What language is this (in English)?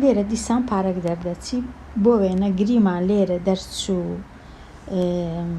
Central Kurdish